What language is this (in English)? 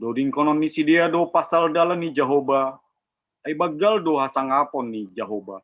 Batak Simalungun